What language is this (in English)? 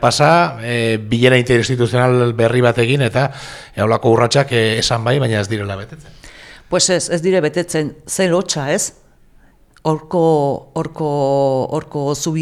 Basque